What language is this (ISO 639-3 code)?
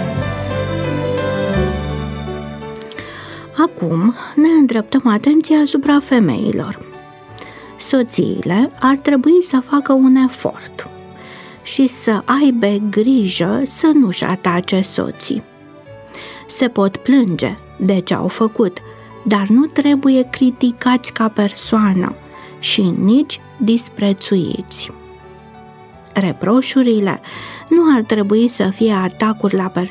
ron